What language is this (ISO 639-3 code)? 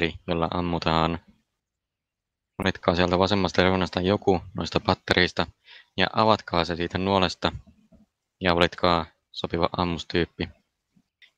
fin